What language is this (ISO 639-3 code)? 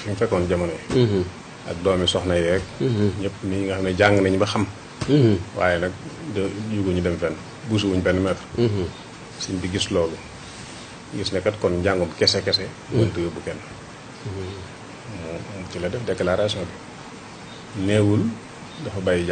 wol